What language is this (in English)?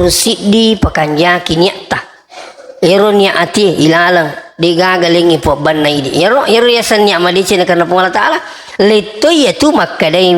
Buginese